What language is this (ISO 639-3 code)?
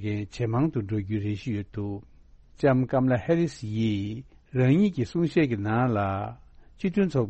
bod